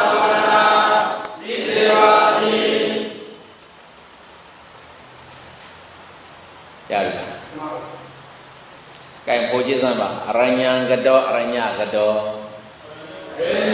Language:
Burmese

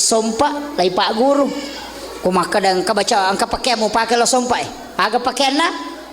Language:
Buginese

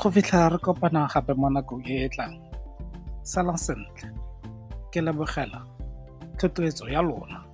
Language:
Tswana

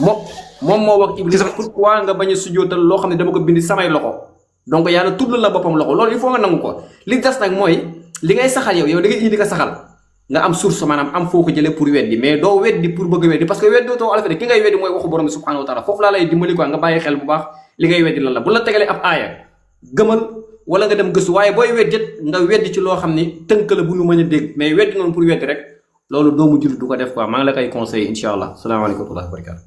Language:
Wolof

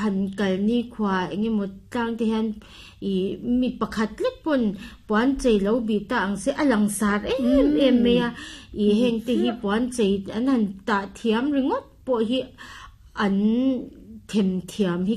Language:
Mizo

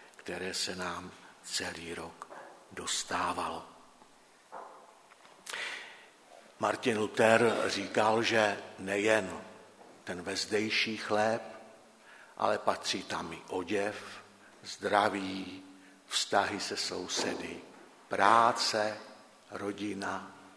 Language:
Czech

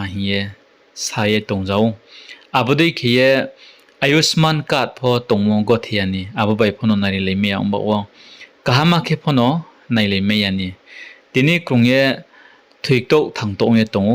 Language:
Riang (India)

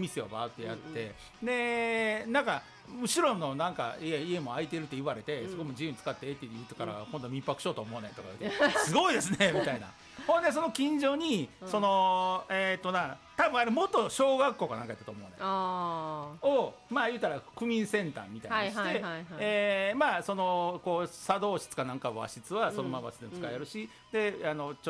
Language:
Japanese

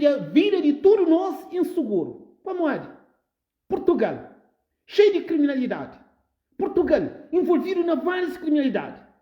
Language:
Kabuverdianu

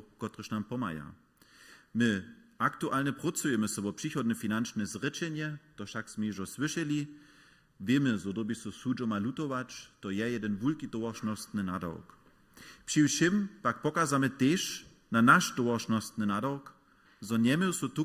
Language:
Upper Sorbian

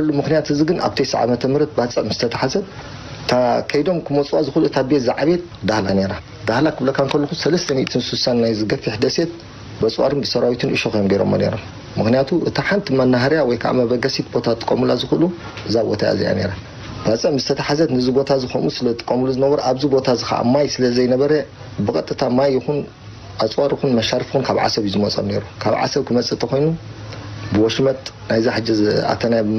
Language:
Tigrinya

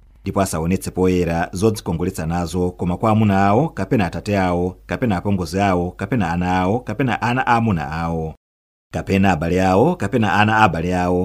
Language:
Nyanja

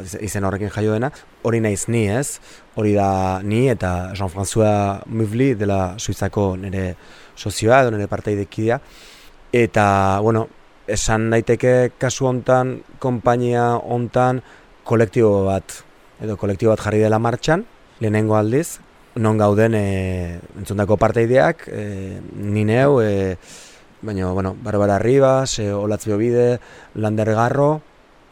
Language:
Basque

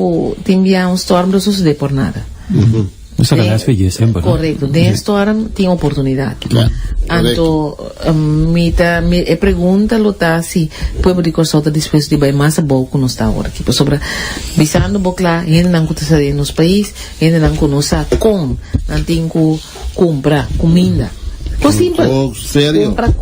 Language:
Papiamento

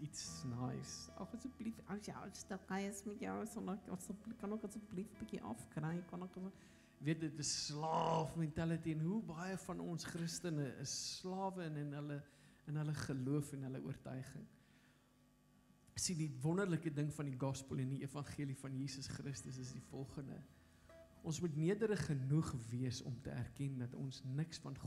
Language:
Afrikaans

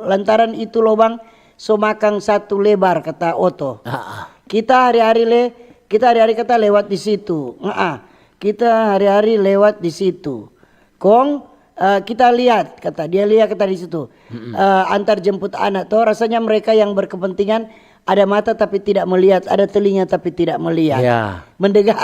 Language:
Manado Malay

